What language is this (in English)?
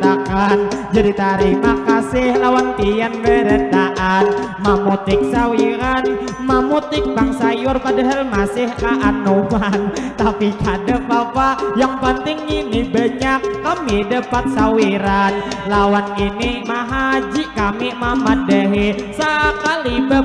Banjar